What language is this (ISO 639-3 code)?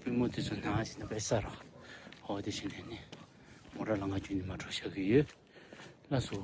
bod